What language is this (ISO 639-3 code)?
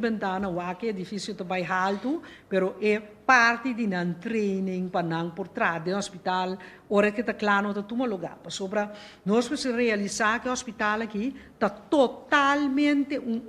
pap